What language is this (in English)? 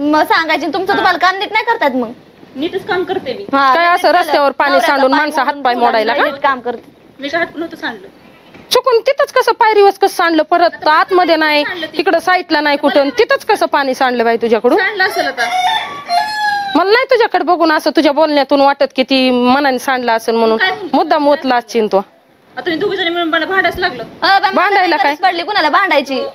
Marathi